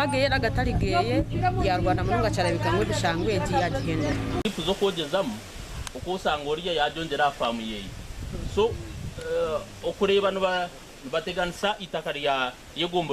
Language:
Nyankole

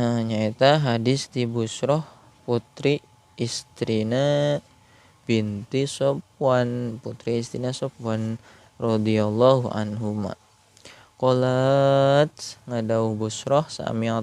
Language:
Sundanese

